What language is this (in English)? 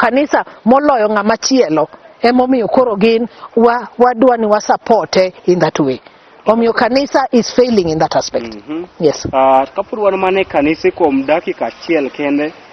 Luo (Kenya and Tanzania)